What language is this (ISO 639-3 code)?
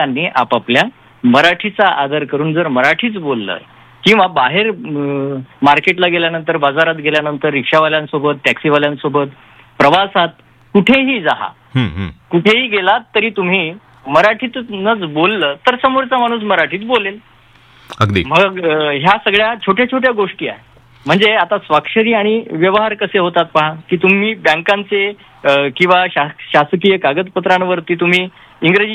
mar